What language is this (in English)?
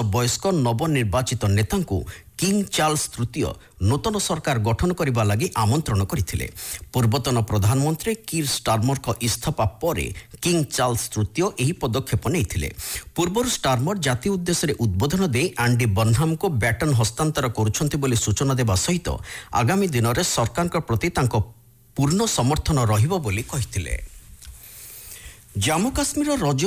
Odia